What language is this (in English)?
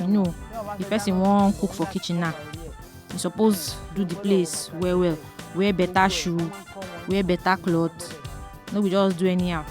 Nigerian Pidgin